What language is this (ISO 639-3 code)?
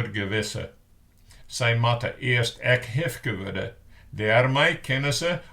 fry